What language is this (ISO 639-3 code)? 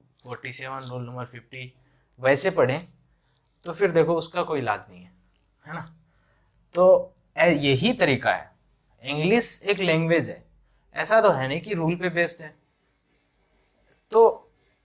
hin